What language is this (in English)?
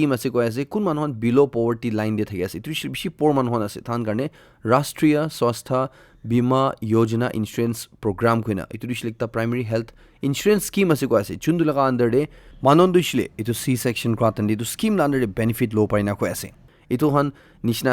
Naga Pidgin